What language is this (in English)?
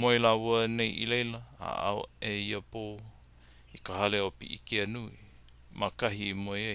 Hawaiian